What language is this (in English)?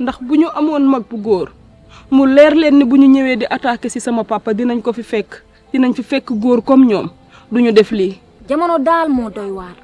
Wolof